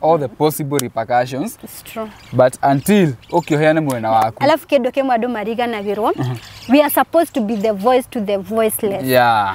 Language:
Kikuyu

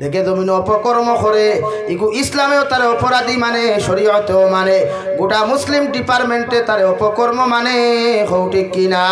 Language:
Sylheti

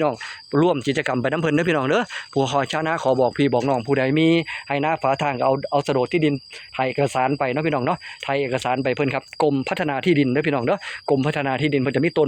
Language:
Northeastern Thai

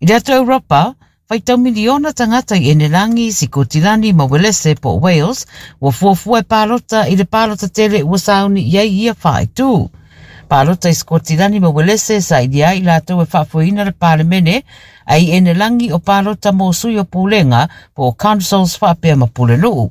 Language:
Samoan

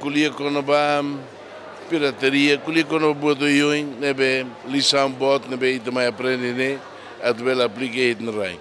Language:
Tetum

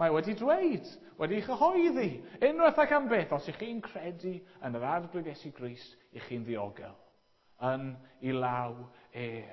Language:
Welsh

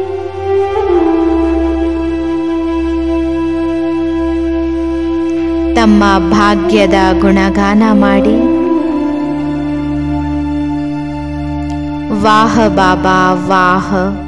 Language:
Kannada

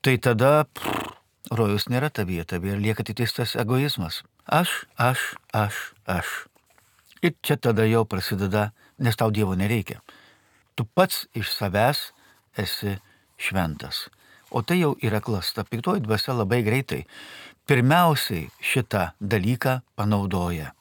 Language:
Lithuanian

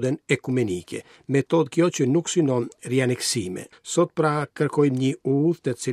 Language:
Albanian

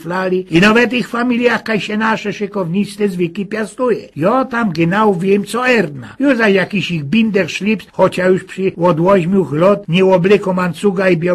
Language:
Silesian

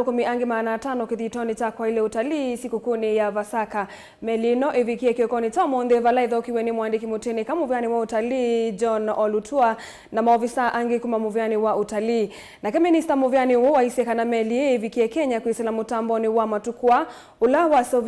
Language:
Kamba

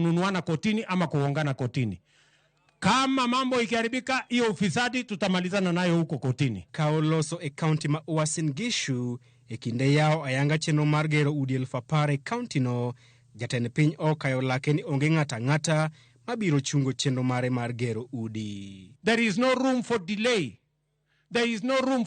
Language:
Luo (Kenya and Tanzania)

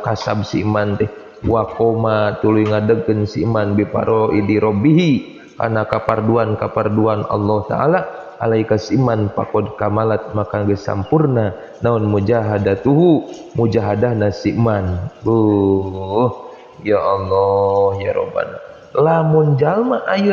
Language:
Sundanese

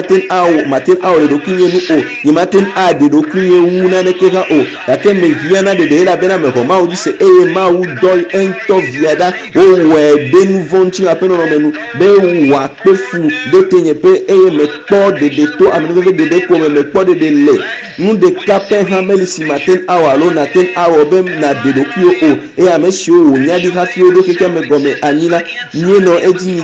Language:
Ewe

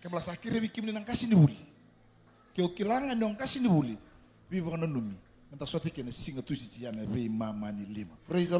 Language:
Fijian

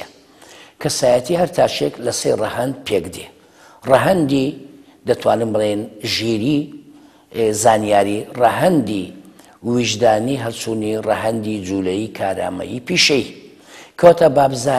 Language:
Central Kurdish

